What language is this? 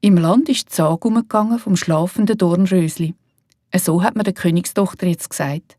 Swiss German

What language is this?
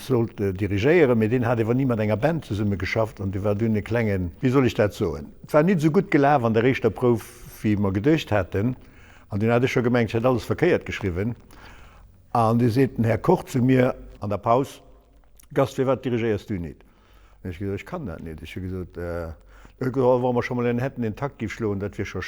Luxembourgish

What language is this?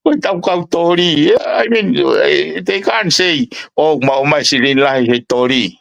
Tongan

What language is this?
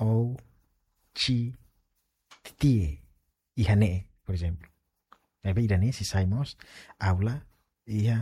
Tetum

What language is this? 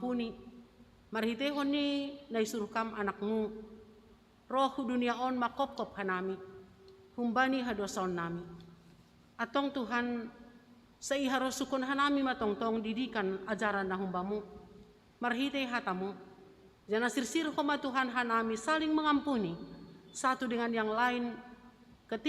Batak Simalungun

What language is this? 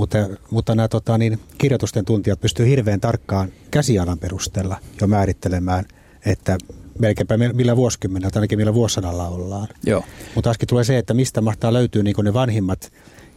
Finnish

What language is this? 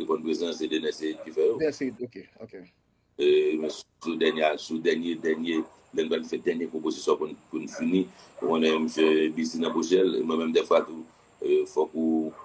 Haitian Creole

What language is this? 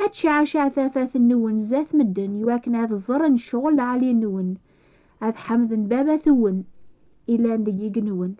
Kabyle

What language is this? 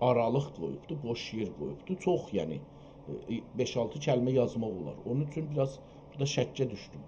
South Azerbaijani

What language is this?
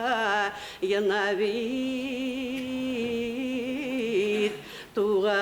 Bashkir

